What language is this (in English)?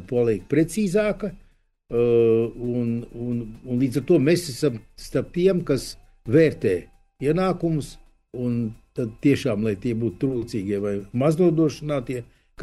Latvian